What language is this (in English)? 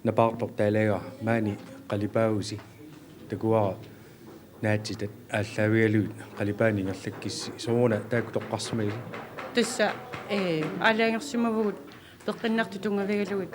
Kalaallisut